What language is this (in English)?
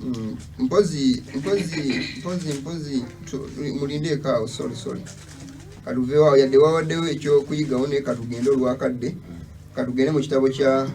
Ganda